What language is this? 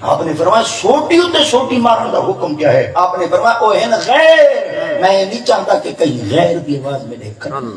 Saraiki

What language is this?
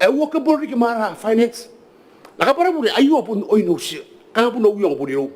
Gilbertese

